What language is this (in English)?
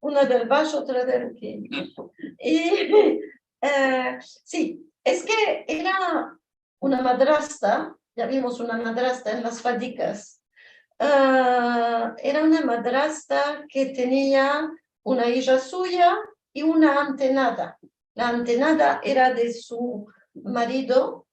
Ladino